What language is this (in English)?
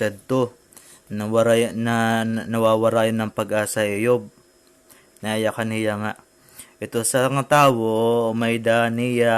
Waray